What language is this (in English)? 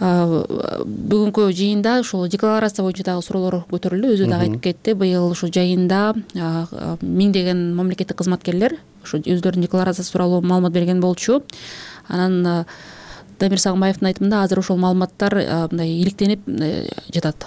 Kyrgyz